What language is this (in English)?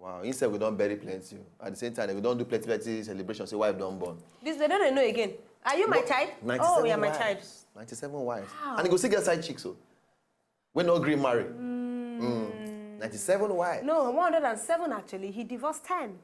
Nigerian Pidgin